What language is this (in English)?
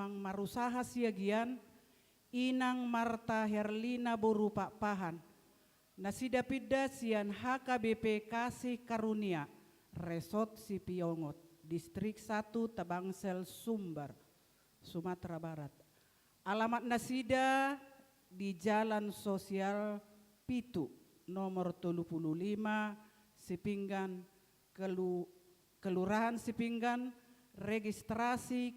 Batak Toba